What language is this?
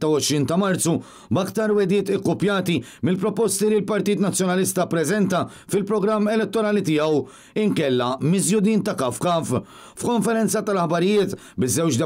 Maltese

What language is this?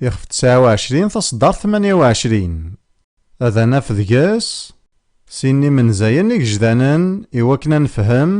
Kabyle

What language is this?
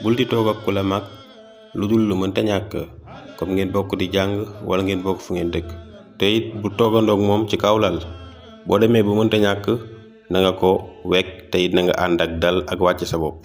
Wolof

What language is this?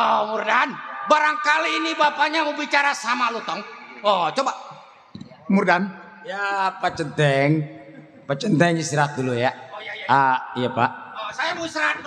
Betawi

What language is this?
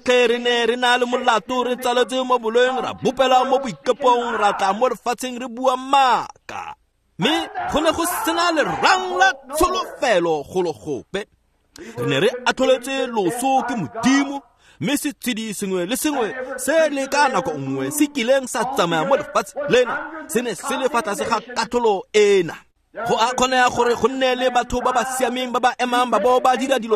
Tswana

